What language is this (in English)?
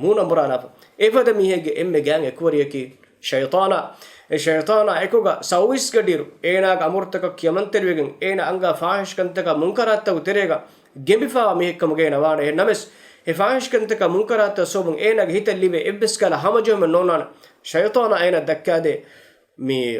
Divehi